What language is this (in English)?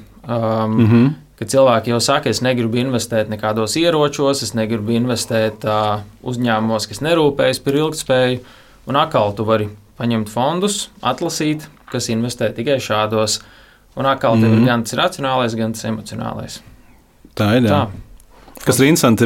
Latvian